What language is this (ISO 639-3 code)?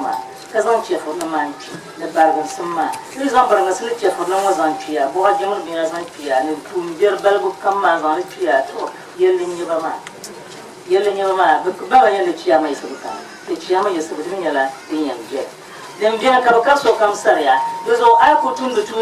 dag